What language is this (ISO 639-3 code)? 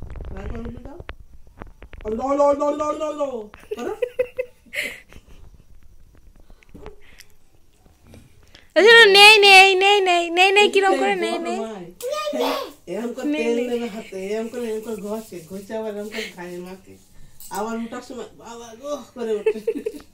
ben